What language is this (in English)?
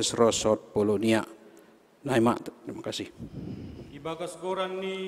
Batak Simalungun